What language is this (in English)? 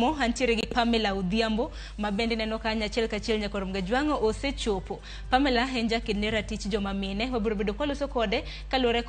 Luo (Kenya and Tanzania)